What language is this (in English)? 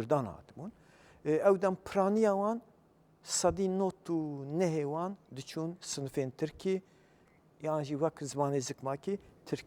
Kurdish